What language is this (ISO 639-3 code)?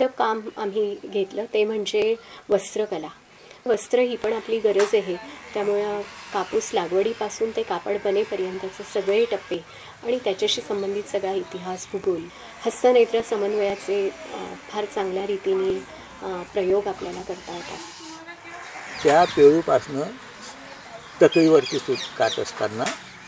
mar